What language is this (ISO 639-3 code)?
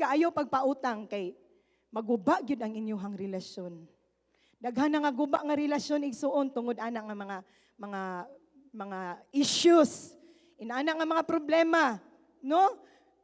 ceb